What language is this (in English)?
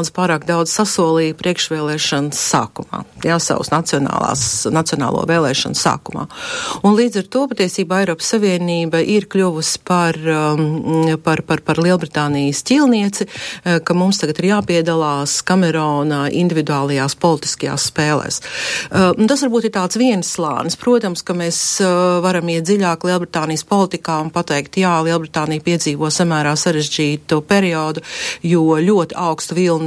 Latvian